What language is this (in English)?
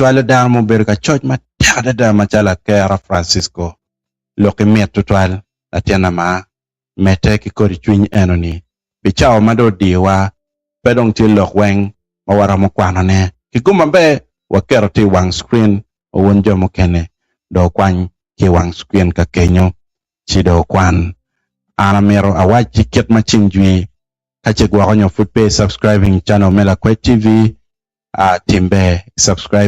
Acoli